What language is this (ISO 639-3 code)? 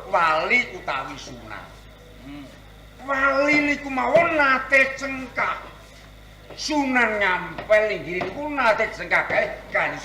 jav